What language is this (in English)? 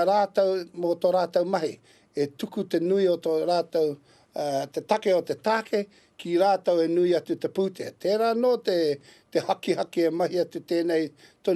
Māori